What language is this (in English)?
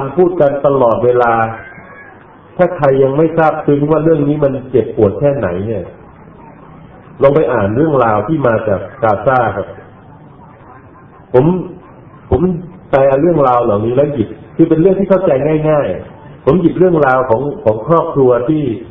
Thai